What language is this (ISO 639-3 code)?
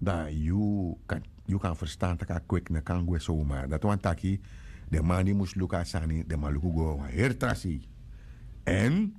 srn